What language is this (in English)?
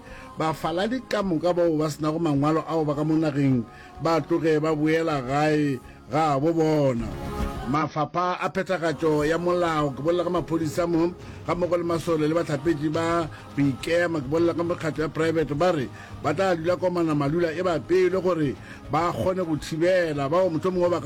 Northern Sotho